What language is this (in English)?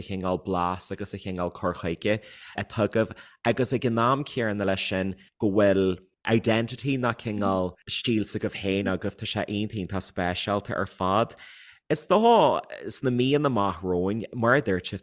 Irish